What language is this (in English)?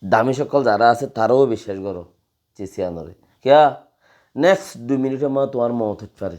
Rohingya